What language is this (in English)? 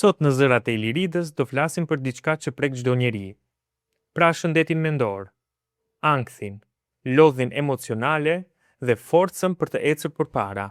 Albanian